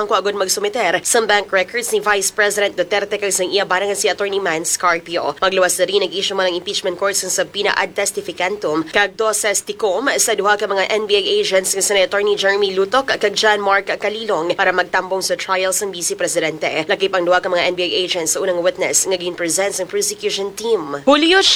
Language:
Hiligaynon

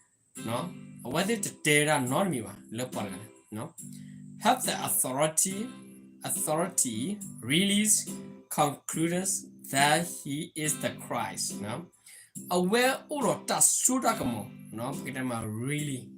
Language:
S'gaw Karen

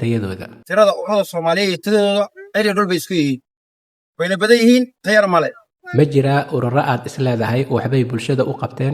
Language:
Somali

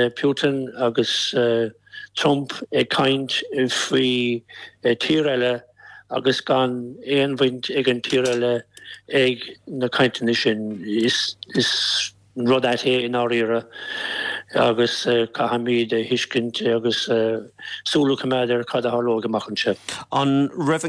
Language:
Irish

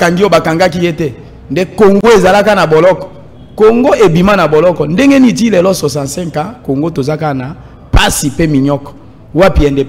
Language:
Lingala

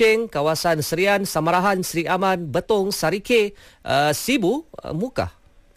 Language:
Malay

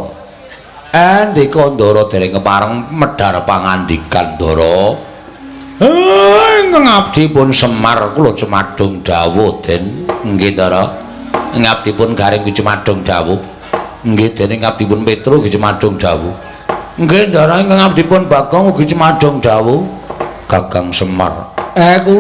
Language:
Javanese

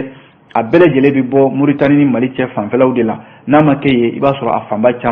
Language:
Bambara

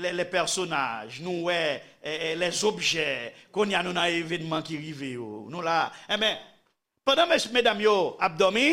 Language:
Haitian Creole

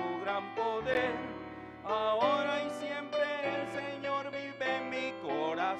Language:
Aymara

